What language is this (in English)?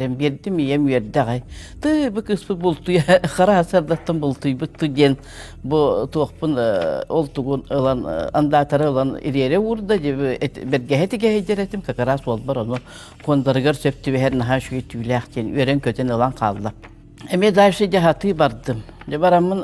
Yakut